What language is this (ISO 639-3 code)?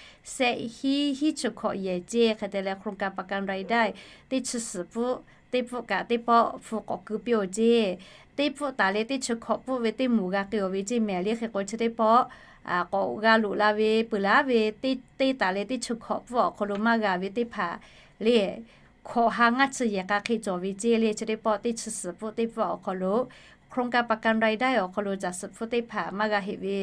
lhu